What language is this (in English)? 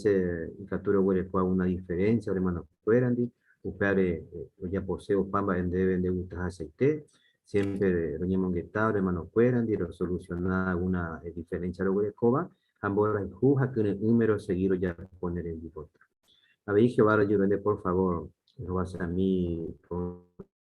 Guarani